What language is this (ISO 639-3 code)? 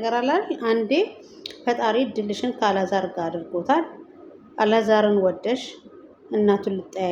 amh